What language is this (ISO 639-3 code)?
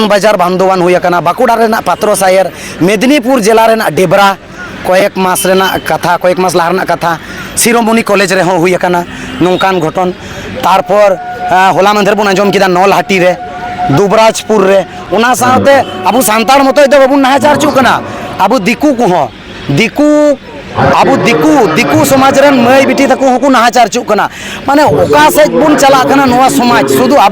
sat